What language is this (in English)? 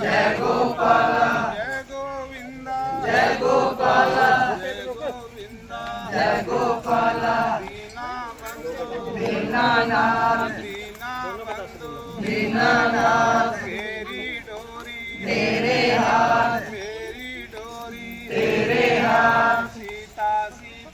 Dogri